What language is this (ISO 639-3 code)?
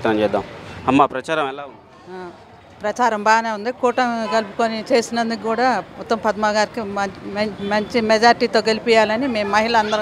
tel